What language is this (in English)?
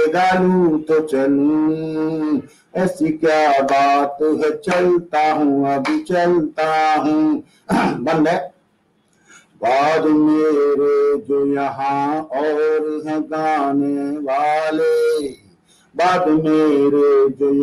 Hindi